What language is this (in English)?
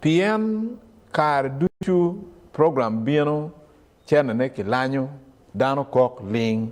Acoli